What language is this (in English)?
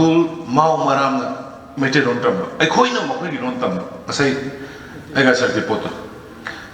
Manipuri